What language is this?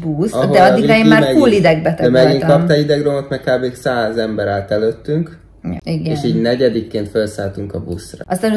Hungarian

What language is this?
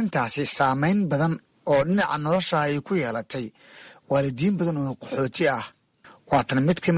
Somali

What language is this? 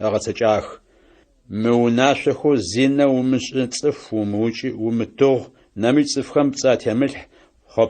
Adyghe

